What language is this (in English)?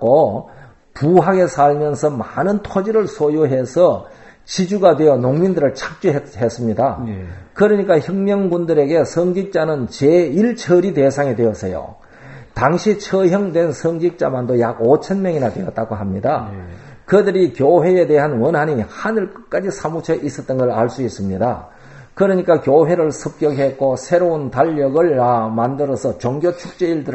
Korean